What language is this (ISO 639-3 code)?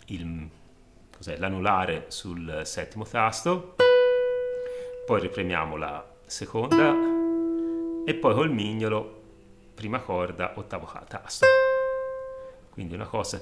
ita